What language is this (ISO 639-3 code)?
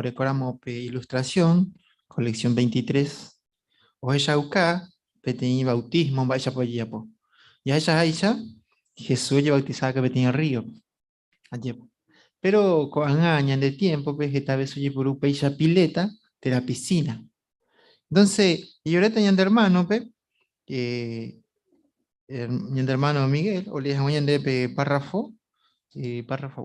grn